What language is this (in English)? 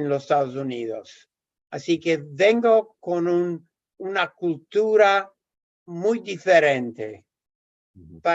Ladino